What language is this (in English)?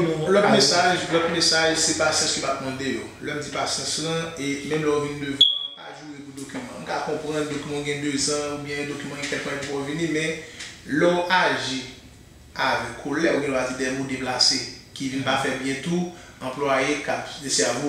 Haitian Creole